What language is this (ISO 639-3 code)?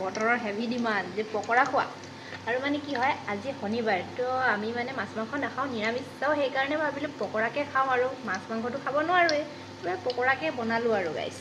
asm